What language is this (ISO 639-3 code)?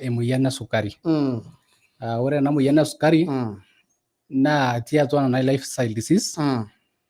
mas